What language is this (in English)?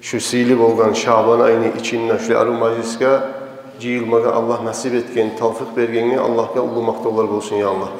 Kumyk